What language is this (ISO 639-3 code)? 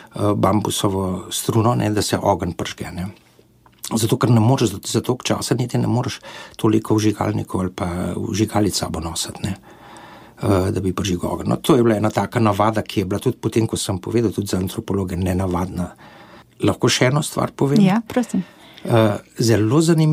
slv